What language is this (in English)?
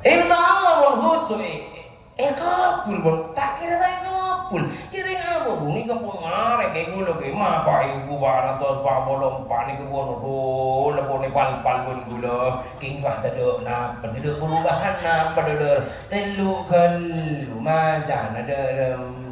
Madurese